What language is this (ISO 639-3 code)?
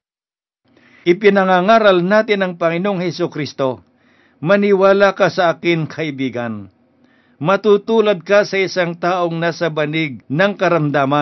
fil